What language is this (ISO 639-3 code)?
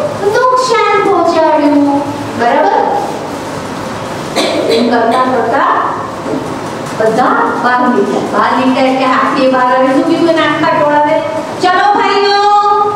guj